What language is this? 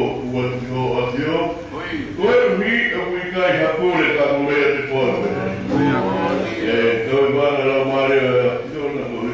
Tongan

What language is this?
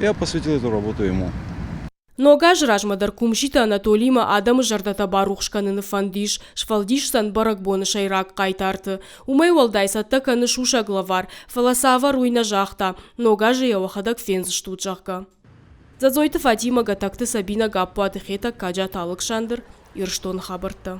Ossetic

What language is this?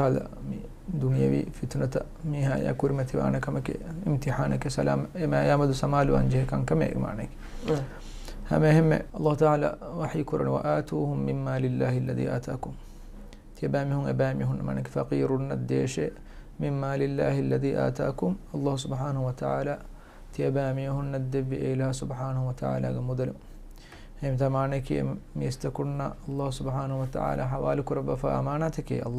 Divehi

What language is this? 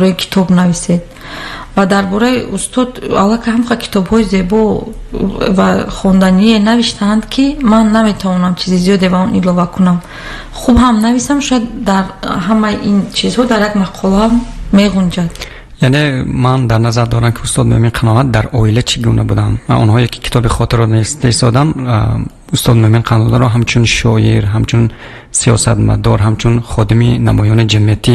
Tajik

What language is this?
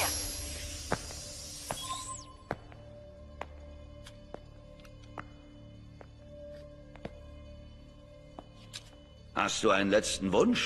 German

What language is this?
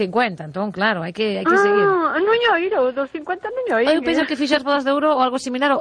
Galician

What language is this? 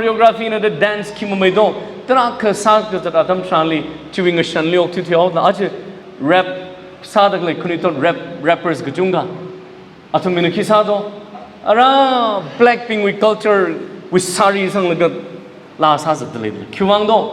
Tangkhul Naga (India)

